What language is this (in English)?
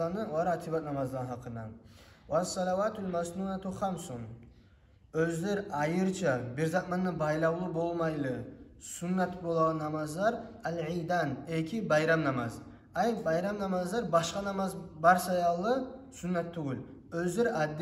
Kumyk